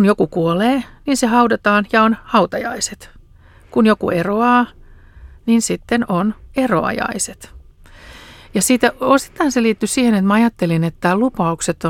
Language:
Finnish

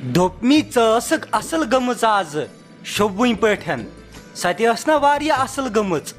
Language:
Kashmiri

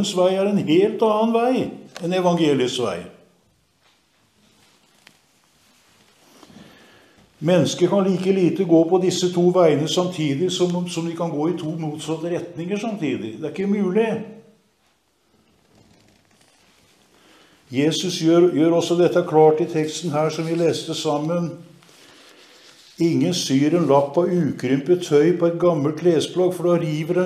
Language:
Norwegian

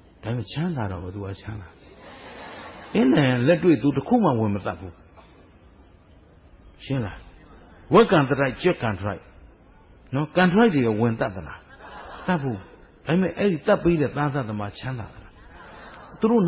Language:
Burmese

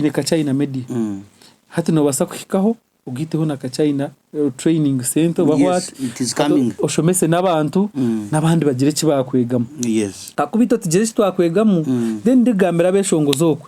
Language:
Nyankole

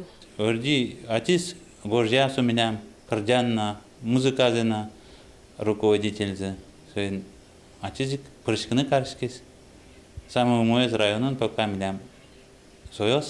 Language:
Udmurt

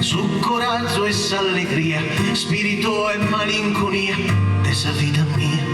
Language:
Sardinian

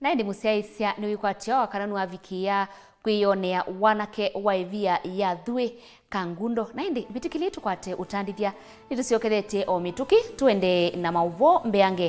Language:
Kamba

